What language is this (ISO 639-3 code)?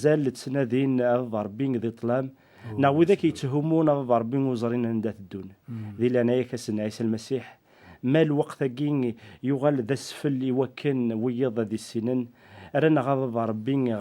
kab